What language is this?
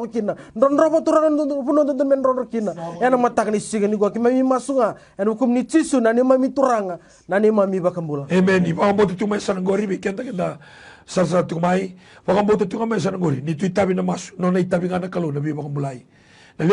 Fijian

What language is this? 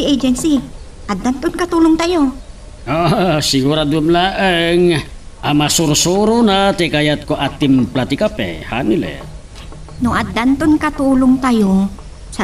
Iloko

